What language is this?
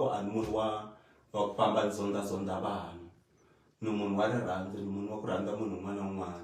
Tsonga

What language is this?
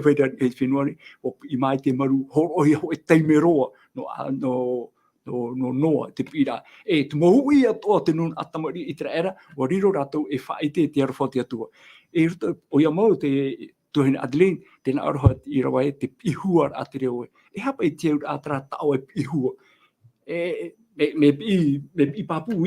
Tahitian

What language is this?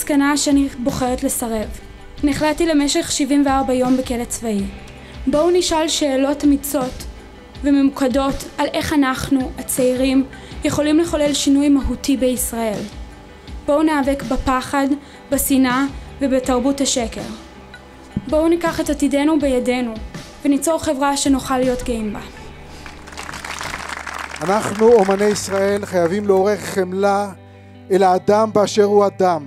Hebrew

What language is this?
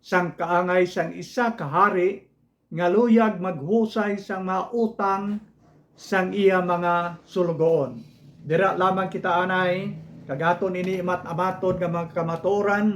Hiligaynon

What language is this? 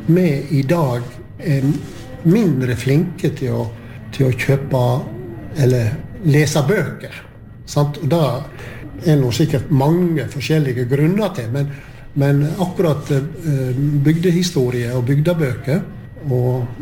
Norwegian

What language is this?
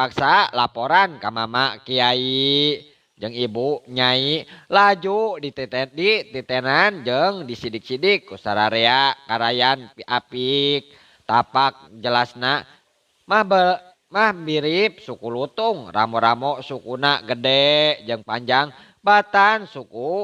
Sundanese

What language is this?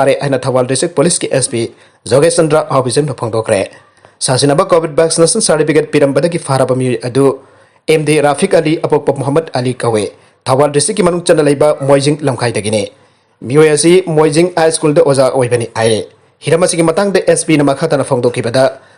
Manipuri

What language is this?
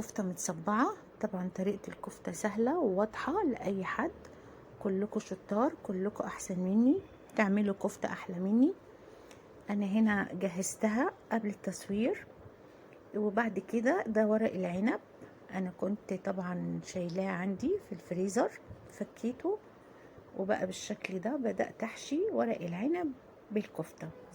Egyptian Arabic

